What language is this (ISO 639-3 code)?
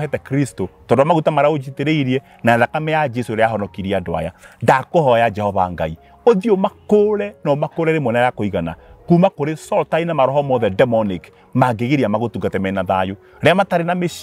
kik